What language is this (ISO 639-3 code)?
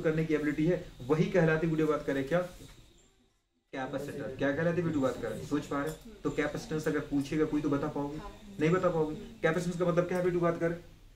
hin